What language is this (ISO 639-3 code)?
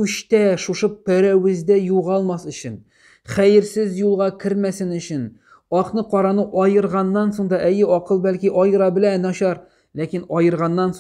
tat